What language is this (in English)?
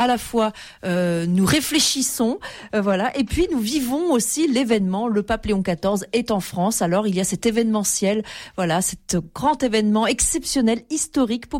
French